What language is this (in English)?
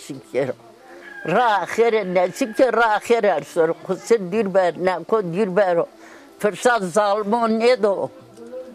Zaza